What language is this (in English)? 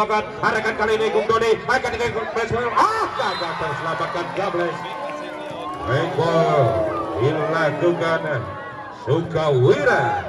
Indonesian